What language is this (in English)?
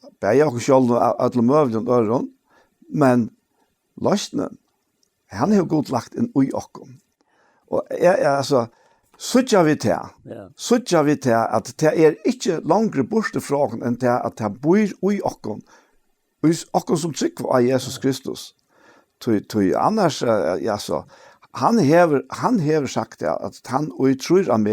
Faroese